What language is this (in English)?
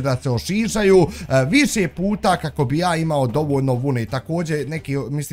Bosnian